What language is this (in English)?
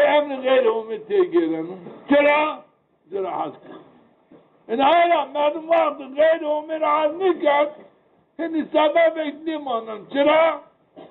Zaza